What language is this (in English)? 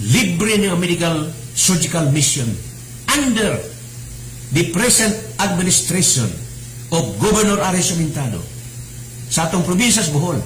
Cebuano